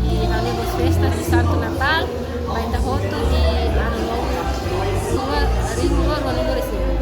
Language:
Tetum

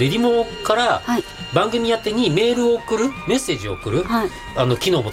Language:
Japanese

